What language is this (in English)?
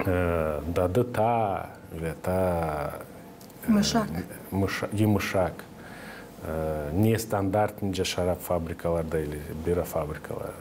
Gagauz